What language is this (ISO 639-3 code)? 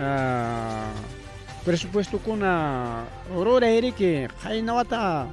quy